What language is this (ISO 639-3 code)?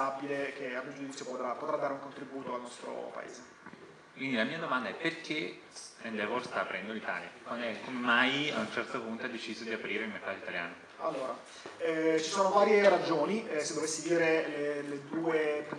ita